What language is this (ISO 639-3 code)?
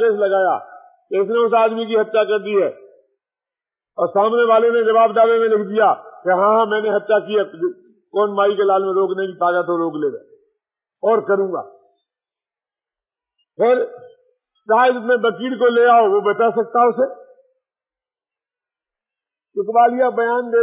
hin